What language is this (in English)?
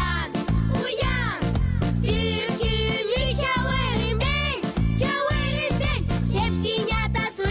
Gagauz